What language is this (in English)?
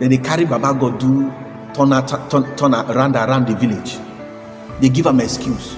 Nigerian Pidgin